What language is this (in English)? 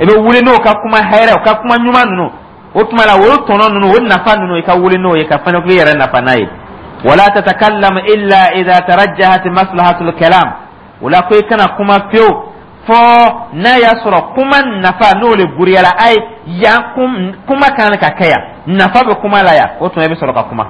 Dyula